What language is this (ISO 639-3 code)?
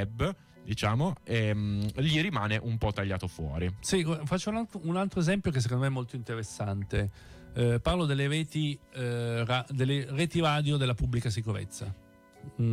ita